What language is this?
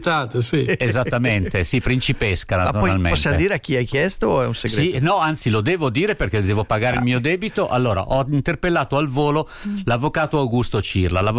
Italian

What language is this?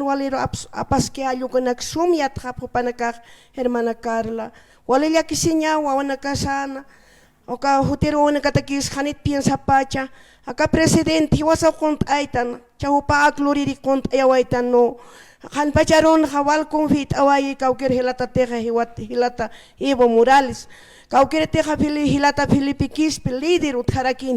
Aymara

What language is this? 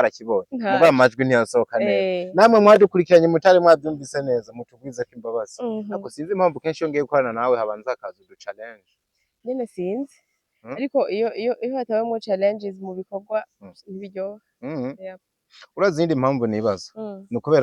Rundi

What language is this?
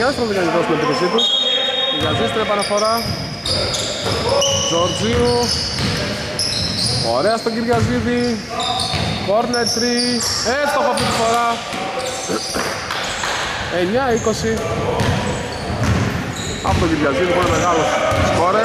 Greek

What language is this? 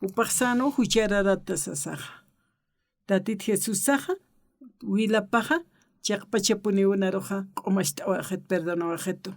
Aymara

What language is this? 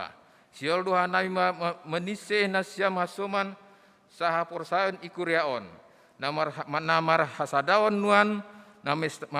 Batak Simalungun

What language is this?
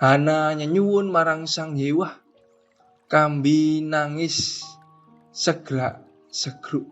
Javanese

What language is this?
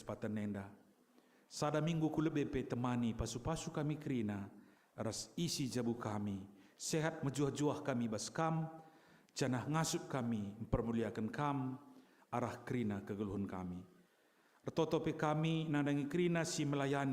Batak Karo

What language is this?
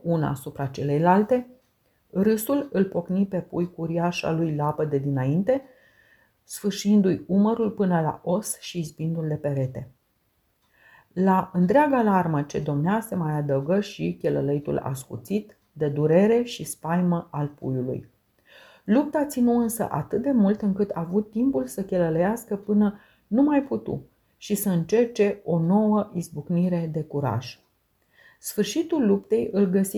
Romanian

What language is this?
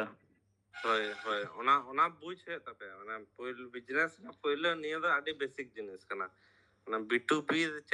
Santali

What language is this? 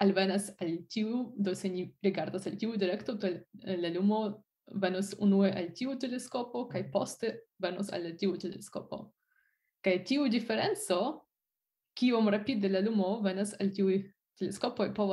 Esperanto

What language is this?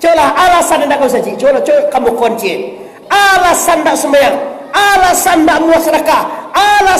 Minangkabau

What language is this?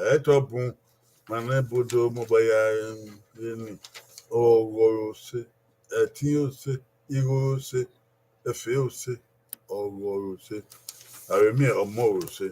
Bini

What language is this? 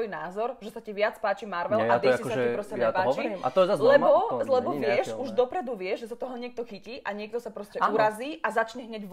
Slovak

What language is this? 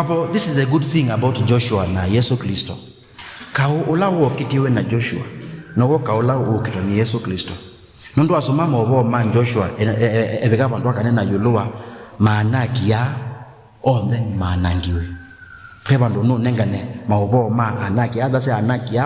Kamba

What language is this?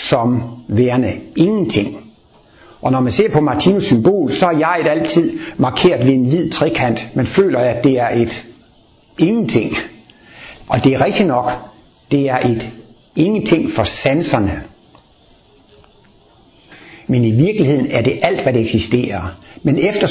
Danish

